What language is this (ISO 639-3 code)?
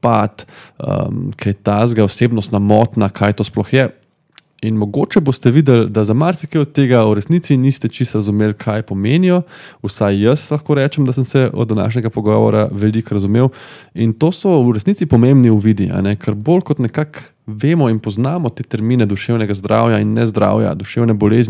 slv